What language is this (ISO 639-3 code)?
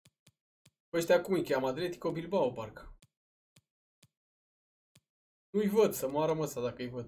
ron